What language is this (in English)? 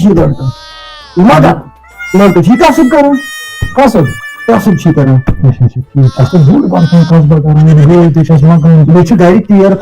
Kashmiri